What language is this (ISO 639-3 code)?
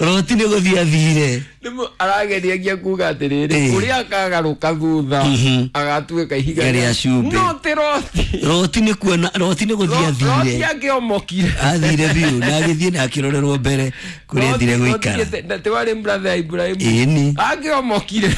kik